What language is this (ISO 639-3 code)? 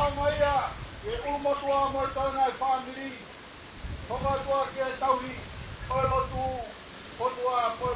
ton